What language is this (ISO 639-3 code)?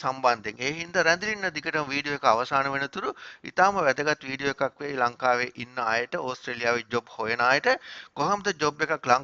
sin